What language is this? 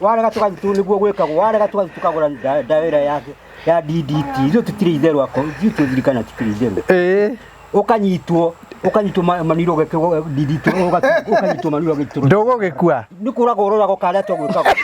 Kikuyu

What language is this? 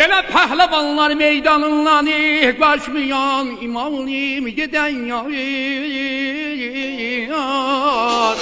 South Azerbaijani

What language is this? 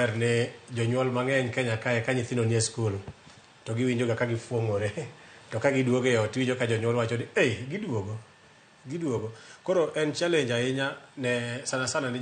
Luo (Kenya and Tanzania)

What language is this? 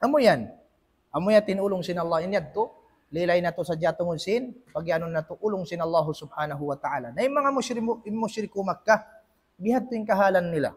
Tausug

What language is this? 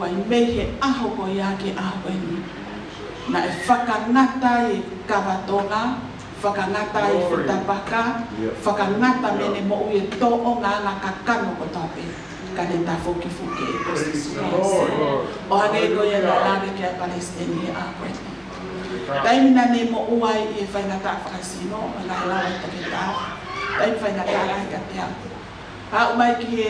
Tongan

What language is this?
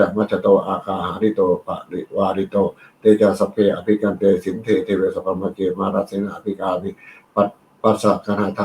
Pali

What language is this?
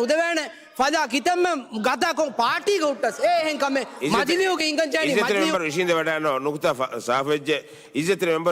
Divehi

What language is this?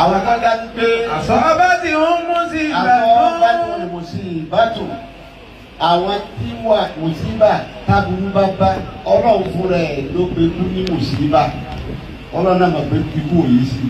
Yoruba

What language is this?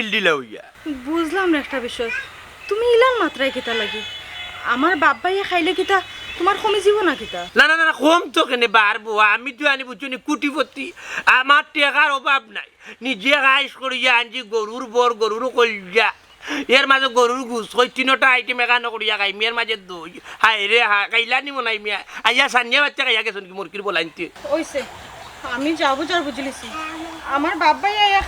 Sylheti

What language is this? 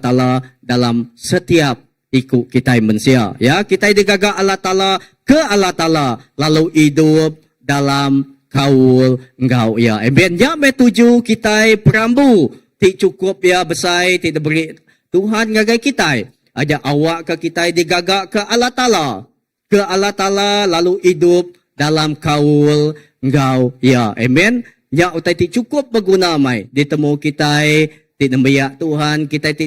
Iban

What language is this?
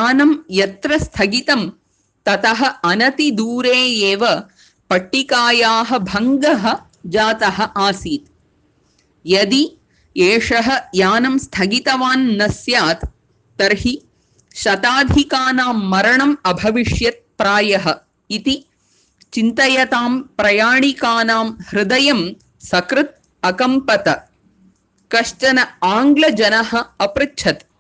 Sanskrit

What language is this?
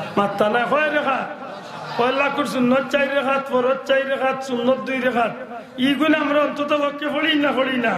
Sylheti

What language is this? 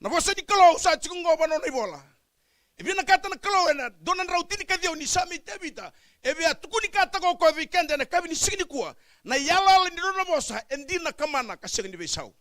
Fijian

